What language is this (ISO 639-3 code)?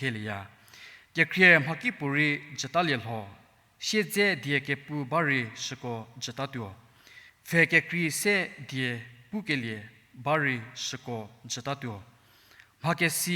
njm